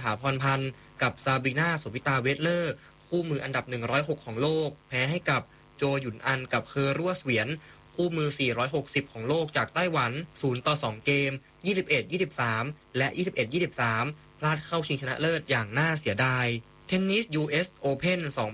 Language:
Thai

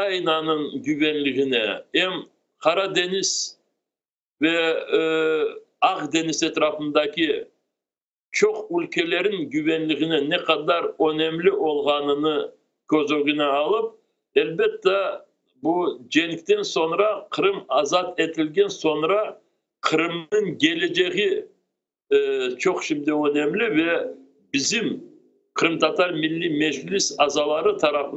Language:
Crimean Tatar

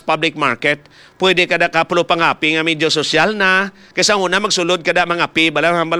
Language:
Hiligaynon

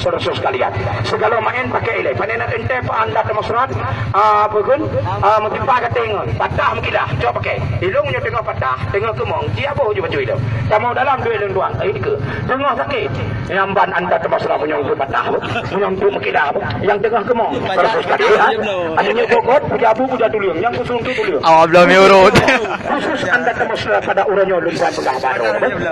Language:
Achinese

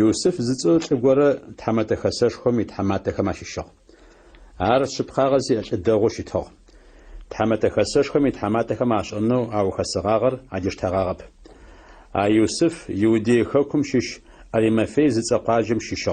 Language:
Adyghe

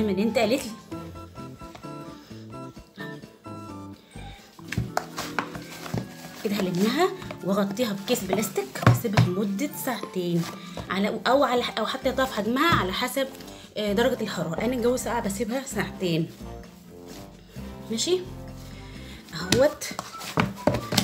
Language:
Egyptian Arabic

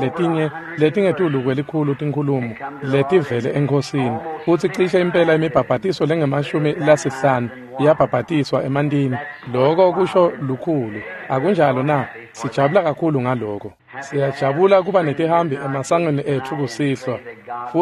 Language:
Swati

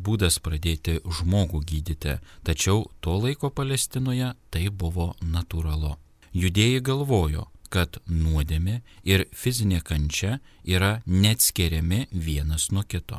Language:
Lithuanian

